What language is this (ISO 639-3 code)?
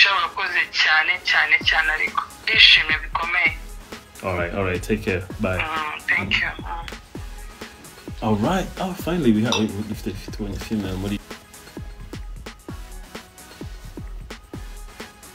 kin